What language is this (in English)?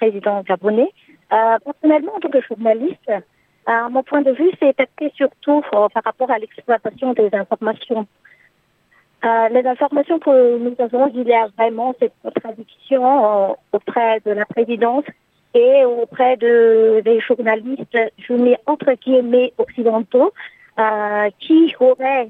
French